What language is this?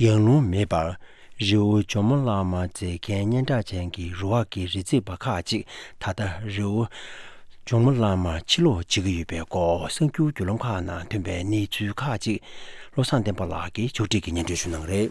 Tibetan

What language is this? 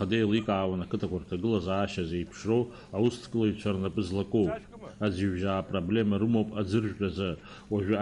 Abkhazian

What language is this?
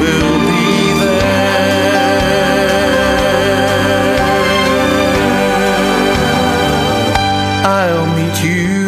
English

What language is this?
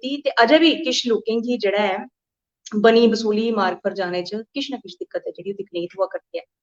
Dogri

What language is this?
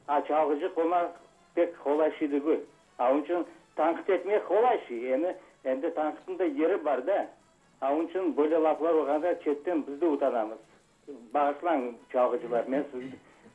Crimean Tatar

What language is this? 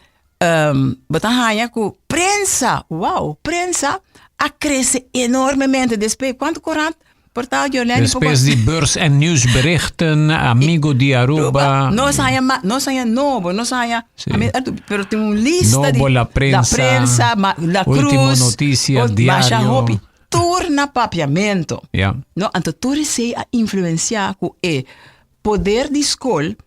Papiamento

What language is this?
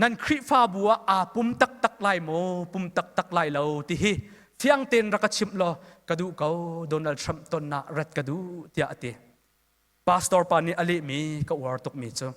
Hakha Chin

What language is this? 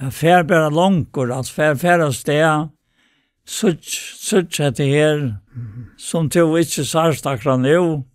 Faroese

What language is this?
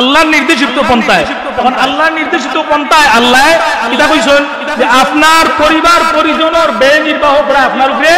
Sylheti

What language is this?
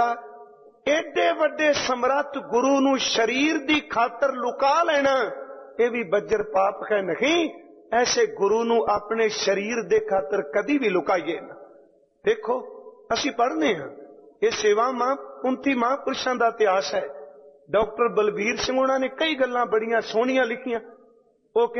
Punjabi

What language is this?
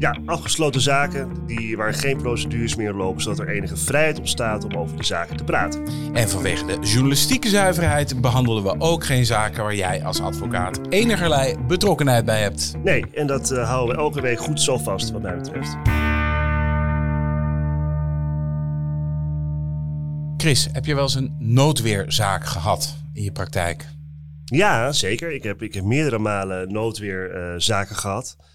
Dutch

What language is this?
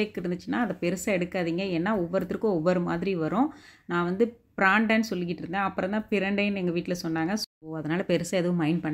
Tamil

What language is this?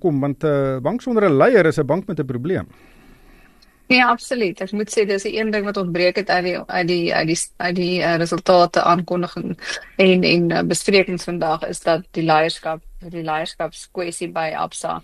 Afrikaans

